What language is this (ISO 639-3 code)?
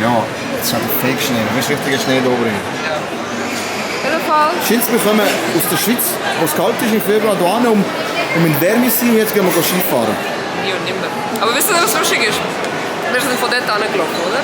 gsw